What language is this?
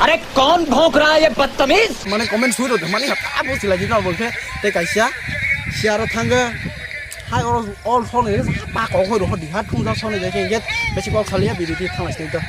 Kok Borok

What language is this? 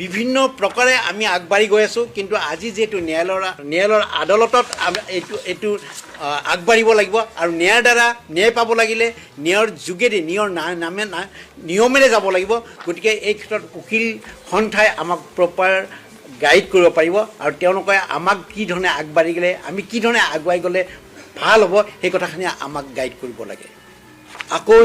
Assamese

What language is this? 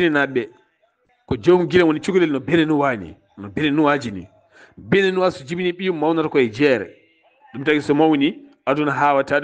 Fula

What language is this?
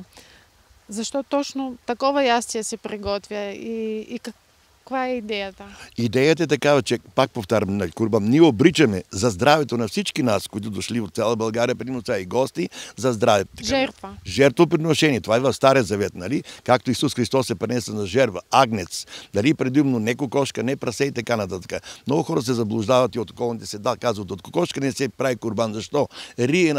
Bulgarian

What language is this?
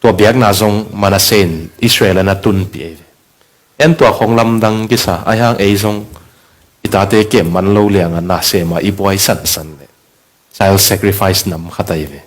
Tedim Chin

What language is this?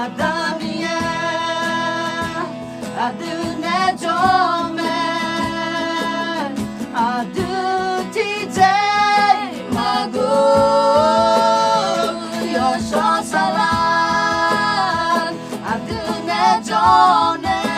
Akha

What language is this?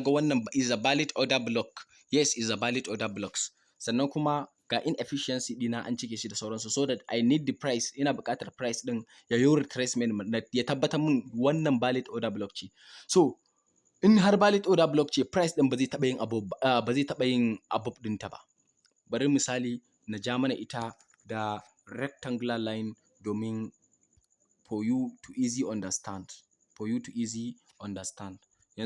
Hausa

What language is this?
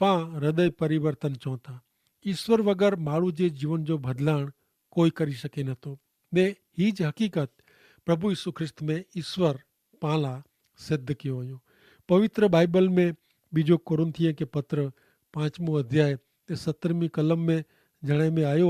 Kachhi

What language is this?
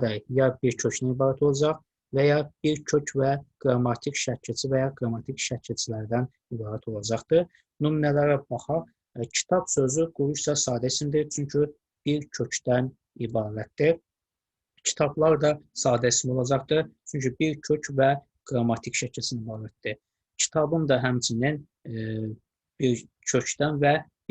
Azerbaijani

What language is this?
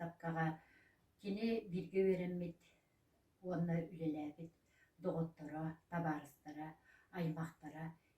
Yakut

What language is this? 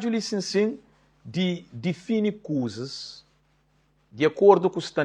Kabuverdianu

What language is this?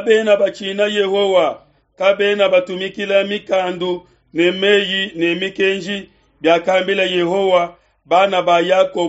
Luba-Lulua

